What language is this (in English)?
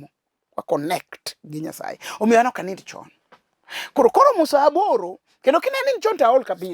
Luo (Kenya and Tanzania)